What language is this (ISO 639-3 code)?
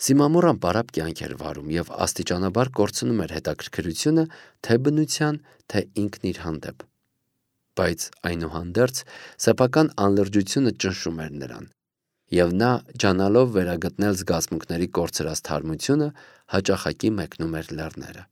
hye